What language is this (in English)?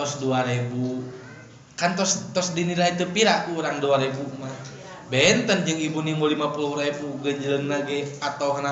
Sundanese